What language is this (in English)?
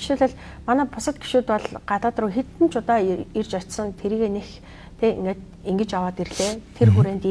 Mongolian